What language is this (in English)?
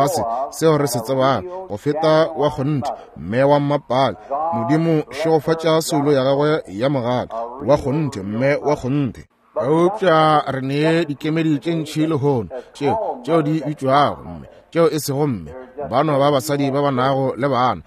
Northern Sotho